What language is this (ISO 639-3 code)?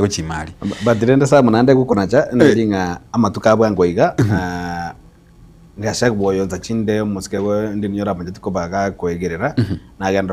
guz